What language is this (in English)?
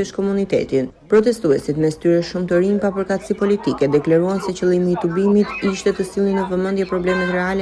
Albanian